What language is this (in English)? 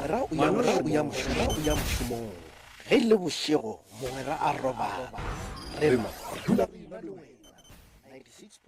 Northern Sotho